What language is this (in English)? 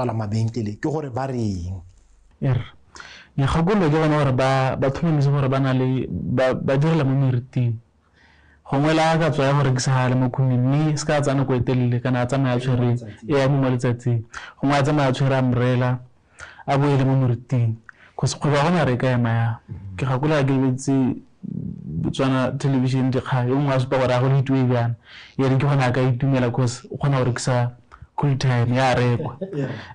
Tswana